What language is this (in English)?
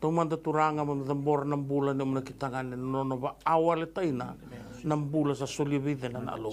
Fijian